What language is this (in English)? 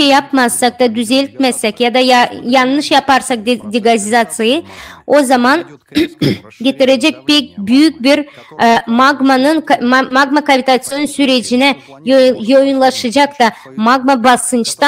Gagauz